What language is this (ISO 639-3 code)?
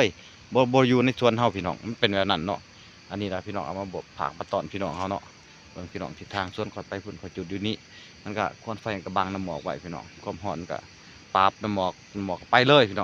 lao